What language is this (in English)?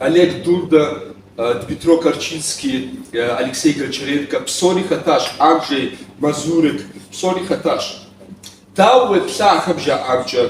Kabardian